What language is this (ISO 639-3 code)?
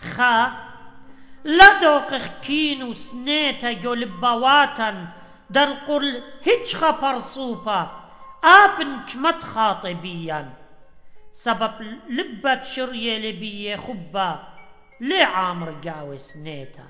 aii